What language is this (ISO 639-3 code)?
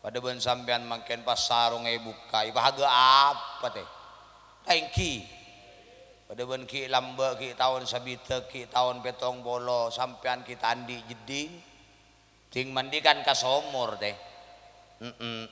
mad